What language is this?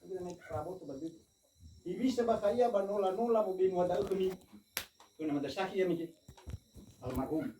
Nias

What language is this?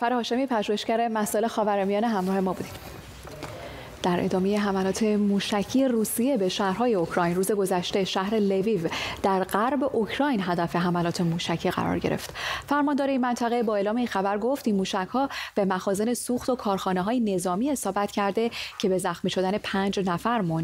Persian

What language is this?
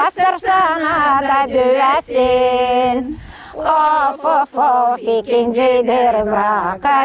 Gagauz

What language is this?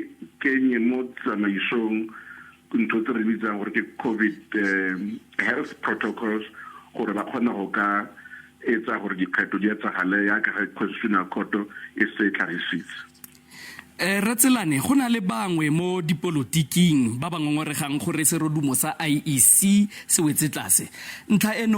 Tswana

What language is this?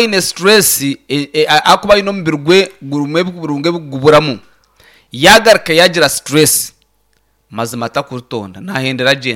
Nyankole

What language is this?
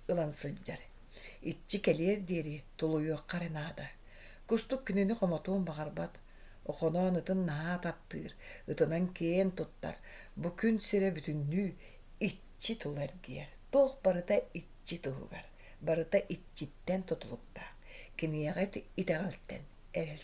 Yakut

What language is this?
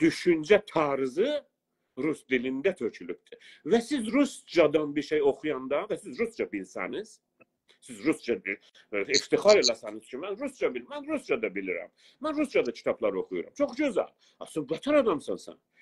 South Azerbaijani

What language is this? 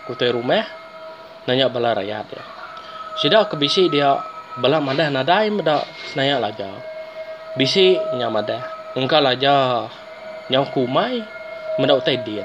Iban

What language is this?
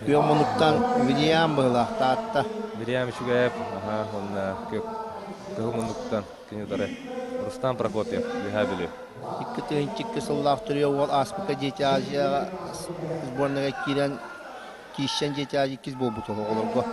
Yakut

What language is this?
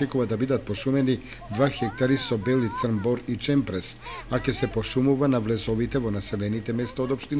Macedonian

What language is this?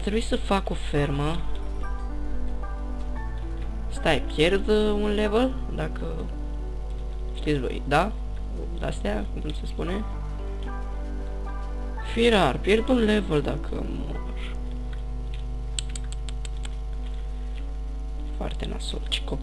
Romanian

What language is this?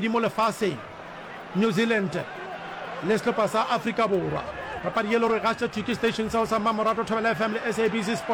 Northern Sotho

